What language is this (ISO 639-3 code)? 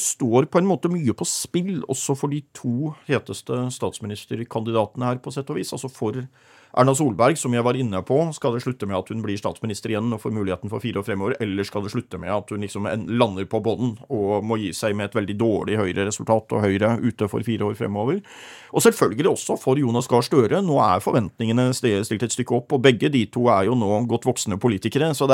nor